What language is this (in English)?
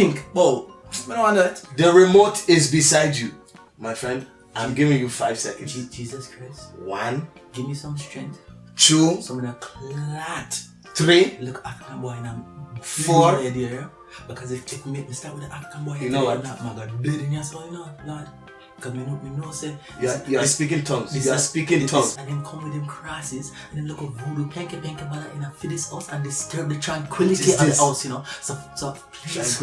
Jamaican Creole English